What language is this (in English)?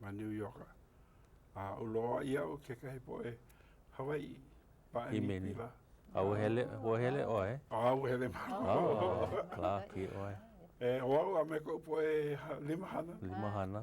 Hawaiian